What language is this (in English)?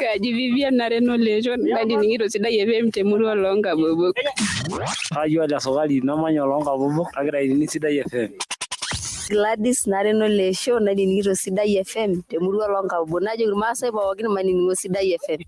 Masai